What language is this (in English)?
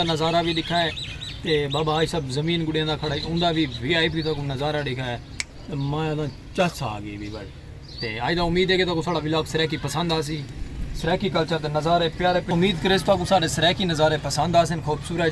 Saraiki